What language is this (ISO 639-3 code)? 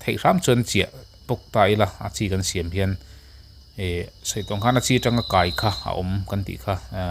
lus